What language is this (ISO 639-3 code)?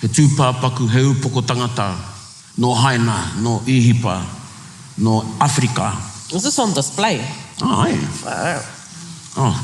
mri